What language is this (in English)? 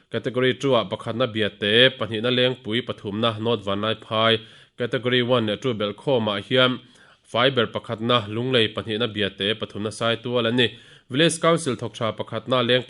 Mizo